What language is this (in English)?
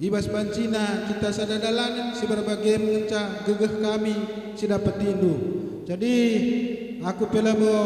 Batak Karo